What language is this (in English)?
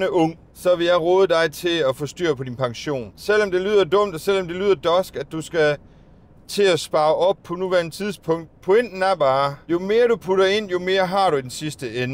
Danish